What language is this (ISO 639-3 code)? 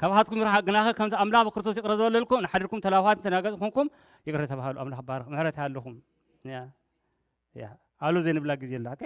tir